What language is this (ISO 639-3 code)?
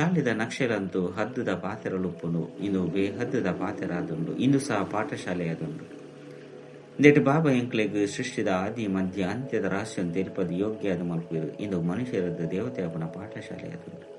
tcy